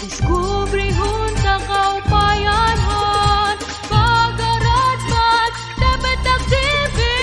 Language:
Waray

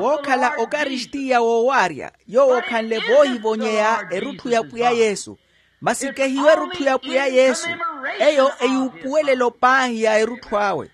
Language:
Makhuwa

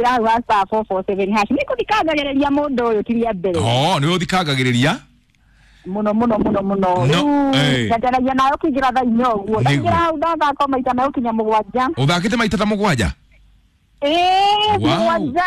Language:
Kikuyu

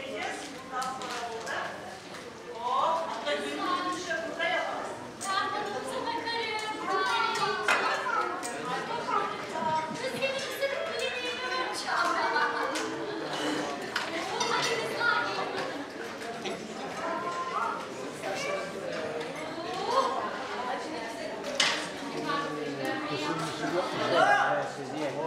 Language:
Turkish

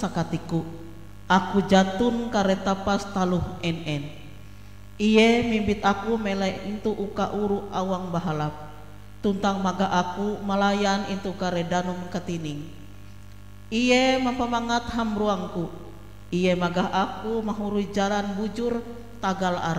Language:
Ngaju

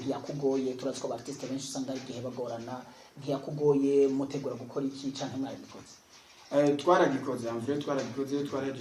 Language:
Rundi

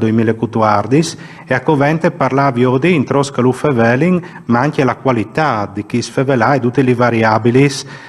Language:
Friulian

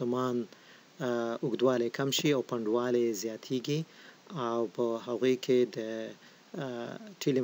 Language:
Pashto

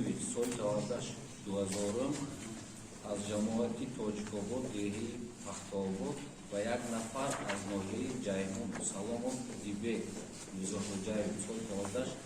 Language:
Tajik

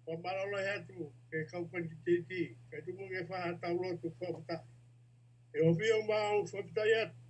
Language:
Tongan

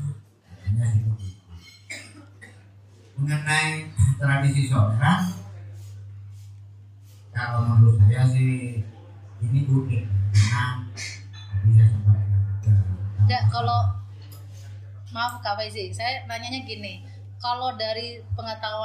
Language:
Indonesian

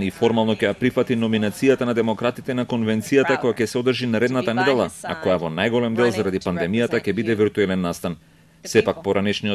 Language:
Macedonian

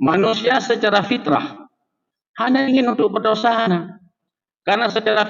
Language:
Achinese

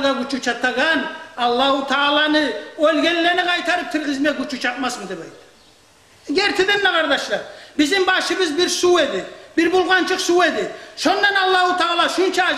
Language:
Kumyk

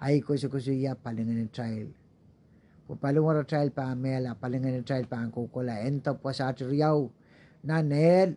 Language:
Pohnpeian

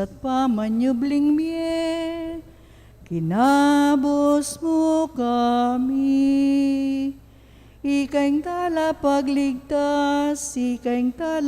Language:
Pampanga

